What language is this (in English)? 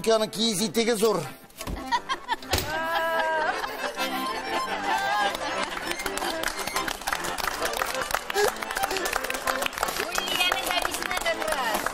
Tatar